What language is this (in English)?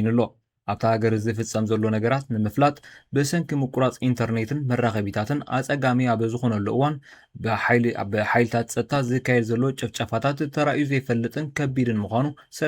Tigrinya